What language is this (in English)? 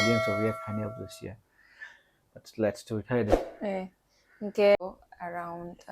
Kok Borok